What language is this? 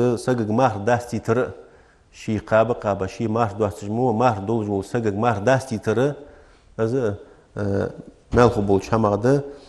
Ingush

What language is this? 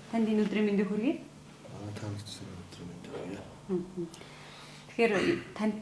Mongolian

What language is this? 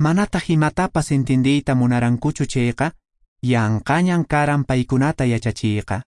Quechua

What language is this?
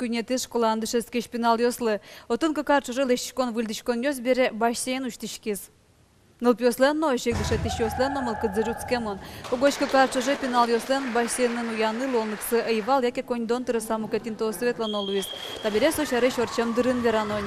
Udmurt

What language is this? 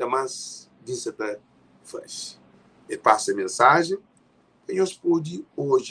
Kabuverdianu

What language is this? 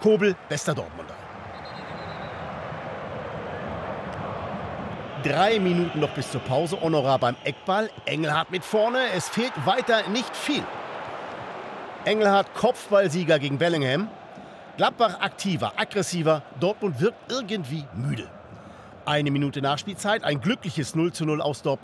German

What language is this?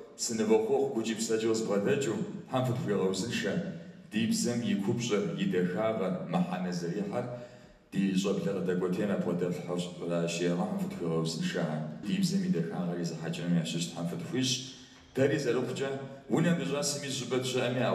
Kabardian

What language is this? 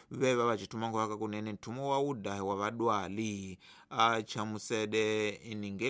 Tsonga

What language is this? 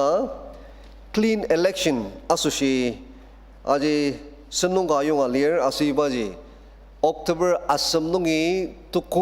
Ao Naga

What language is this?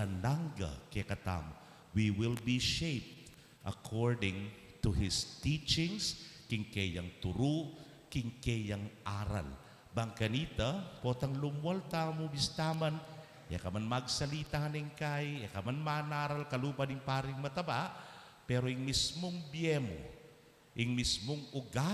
Pampanga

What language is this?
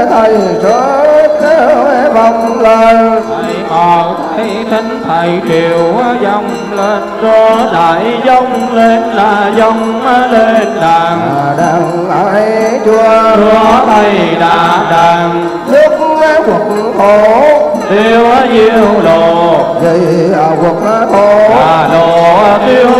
Vietnamese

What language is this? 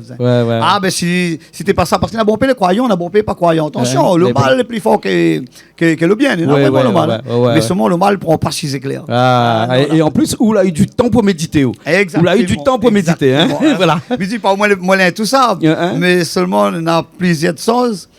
Réunion Creole French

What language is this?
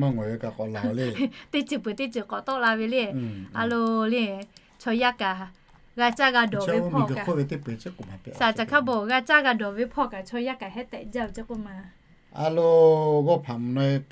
Lahu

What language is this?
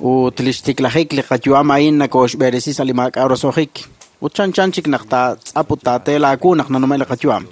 Kekchí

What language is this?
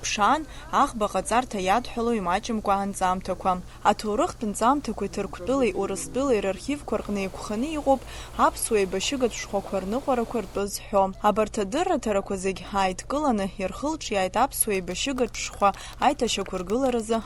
Abkhazian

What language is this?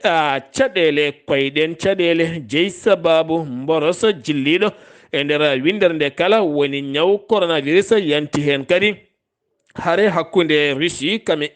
Fula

